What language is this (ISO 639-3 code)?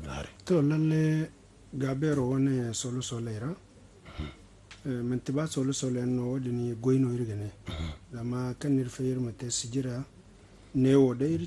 dje